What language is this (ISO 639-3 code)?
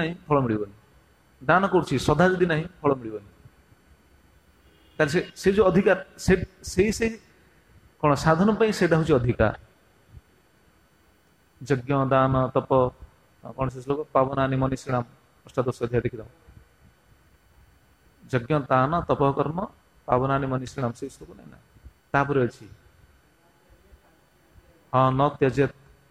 ori